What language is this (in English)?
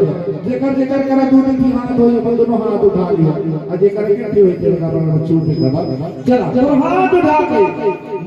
Chhattisgarhi